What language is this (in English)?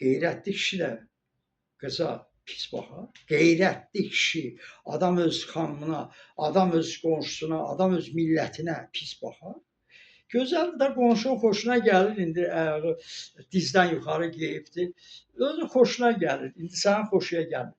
Azerbaijani